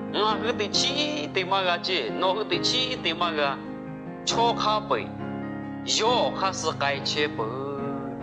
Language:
Lahu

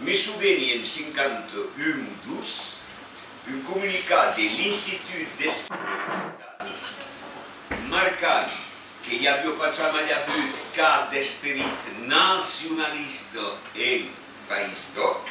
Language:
Occitan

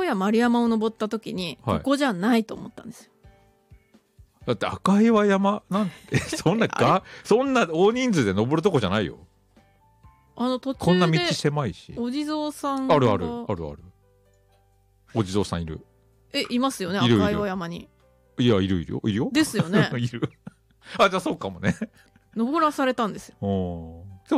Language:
Japanese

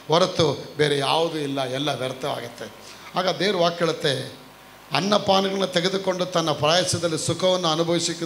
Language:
Kannada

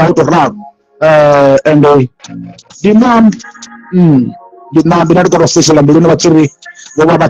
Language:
Venda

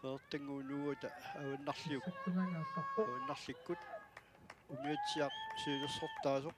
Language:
Kalaallisut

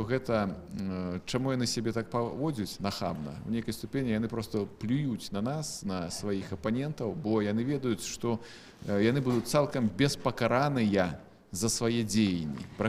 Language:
Belarusian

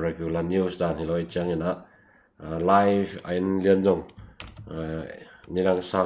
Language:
Tedim Chin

